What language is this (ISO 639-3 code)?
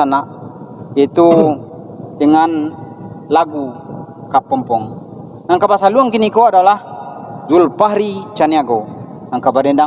min